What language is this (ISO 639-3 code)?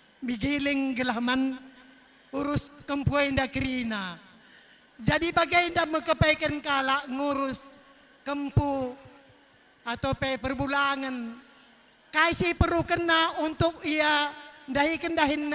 btx